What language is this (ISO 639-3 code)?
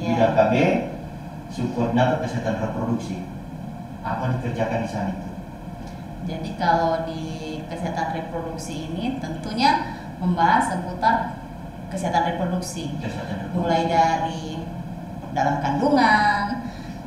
ind